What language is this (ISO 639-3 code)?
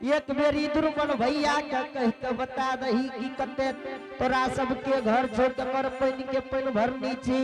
anp